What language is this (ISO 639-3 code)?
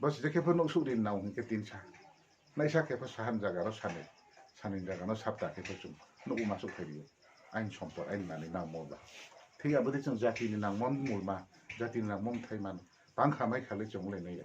ria